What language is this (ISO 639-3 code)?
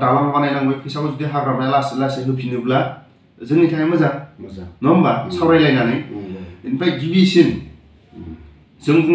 brx